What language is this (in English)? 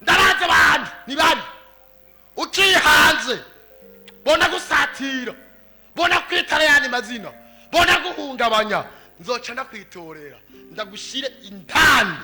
Rundi